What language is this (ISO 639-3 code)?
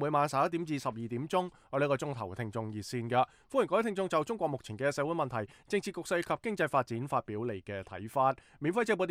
yue